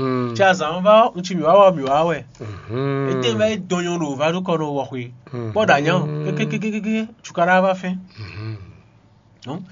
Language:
Fon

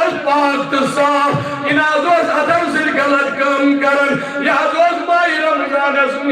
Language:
Kashmiri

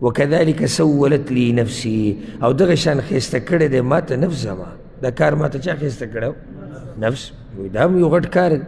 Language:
Pashto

